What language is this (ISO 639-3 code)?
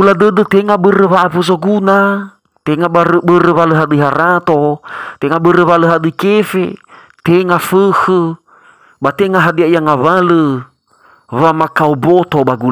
nia